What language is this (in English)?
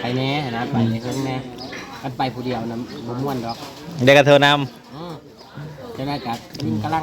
Northeastern Thai